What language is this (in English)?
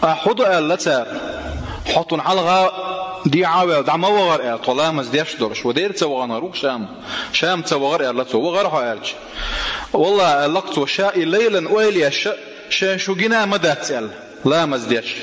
Chechen